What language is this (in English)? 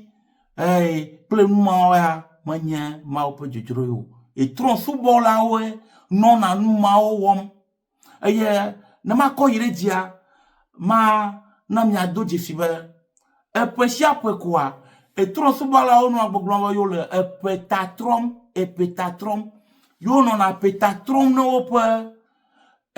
Ewe